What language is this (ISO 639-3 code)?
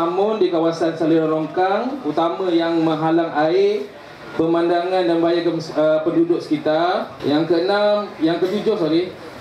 msa